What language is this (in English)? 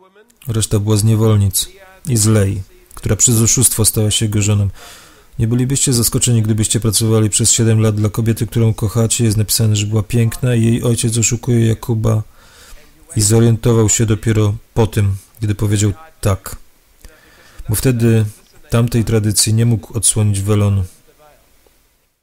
Polish